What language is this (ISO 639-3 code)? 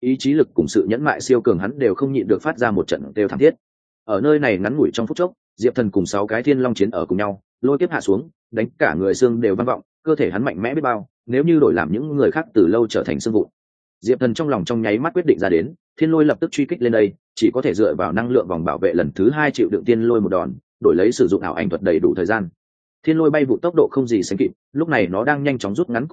vie